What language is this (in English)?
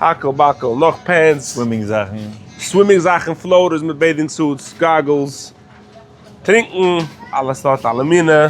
Yiddish